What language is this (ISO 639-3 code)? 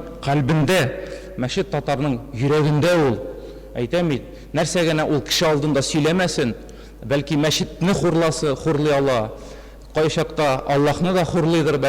tat